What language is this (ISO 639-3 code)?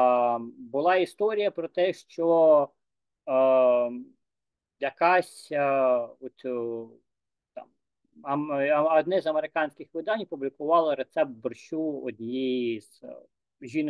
ukr